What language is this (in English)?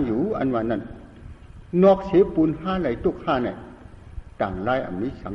Shan